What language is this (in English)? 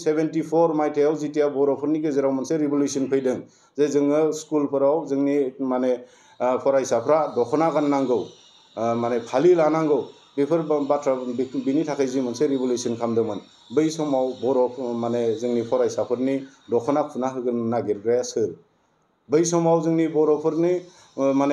Bodo